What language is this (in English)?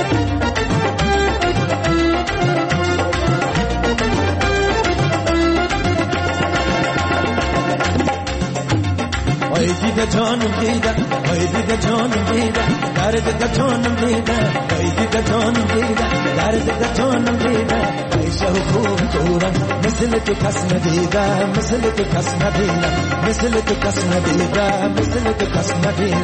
Persian